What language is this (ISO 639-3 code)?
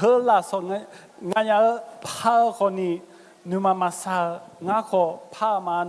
ahk